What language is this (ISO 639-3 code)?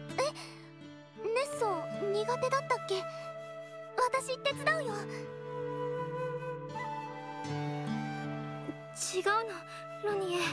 jpn